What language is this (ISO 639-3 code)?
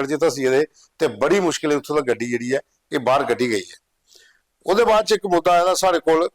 doi